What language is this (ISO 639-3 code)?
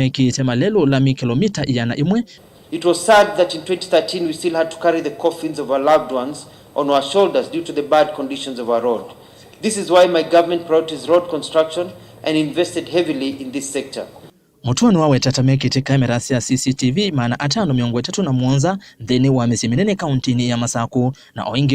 kam